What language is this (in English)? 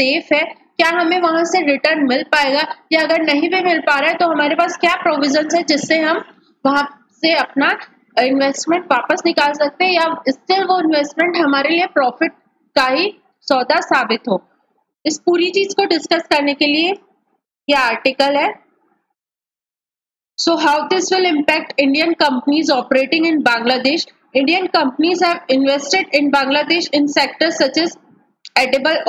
Hindi